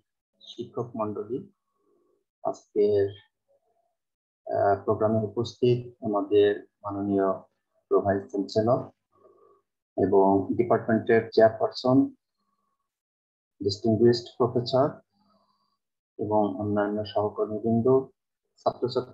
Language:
Bangla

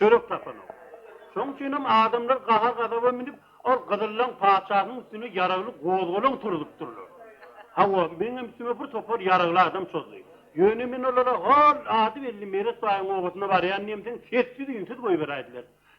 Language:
Turkmen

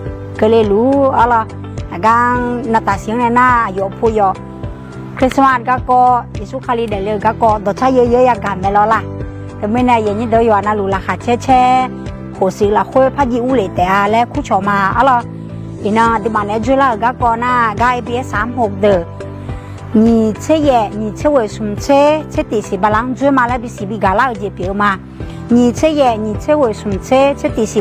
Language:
Akha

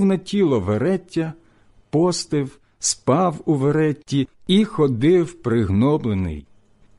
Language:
Ukrainian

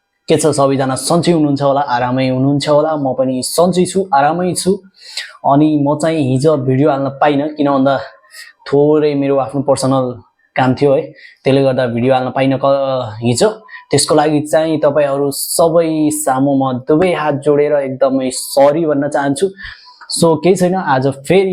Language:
Nepali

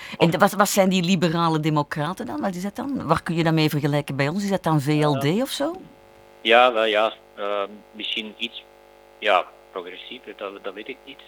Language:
Dutch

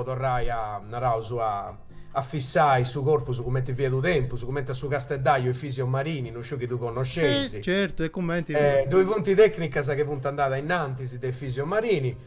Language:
Sardinian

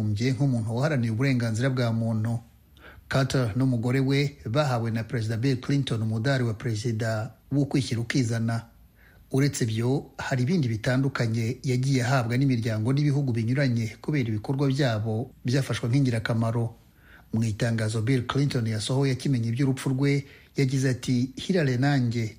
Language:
Kinyarwanda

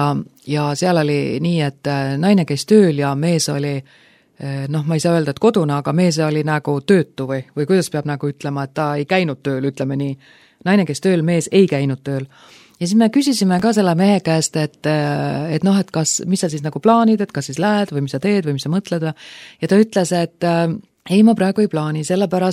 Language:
Estonian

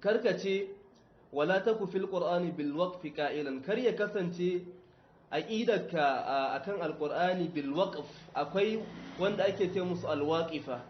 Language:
Hausa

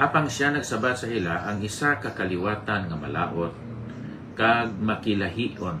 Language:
Hiligaynon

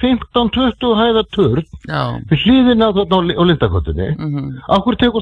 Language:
Icelandic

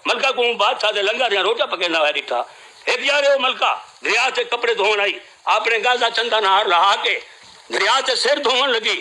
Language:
Saraiki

